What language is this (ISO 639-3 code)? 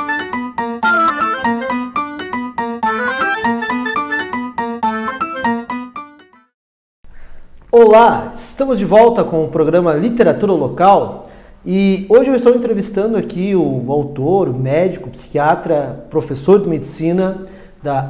por